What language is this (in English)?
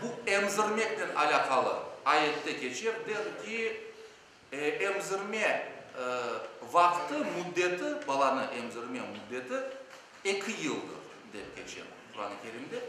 Crimean Tatar